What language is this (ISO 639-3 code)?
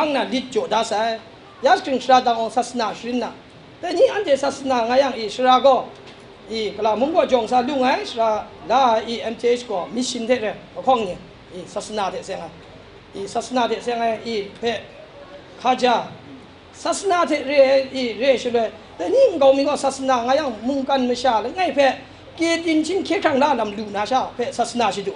kac